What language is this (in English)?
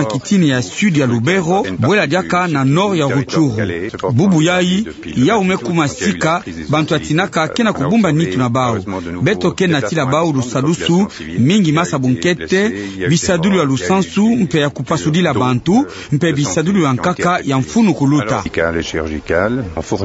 Kituba (Democratic Republic of Congo)